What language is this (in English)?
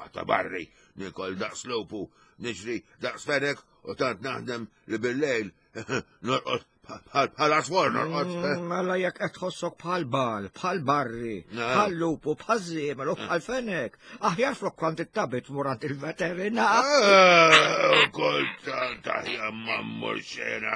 Maltese